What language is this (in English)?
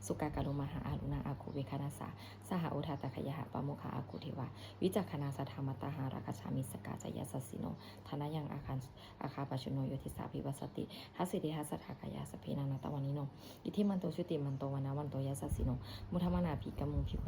Pali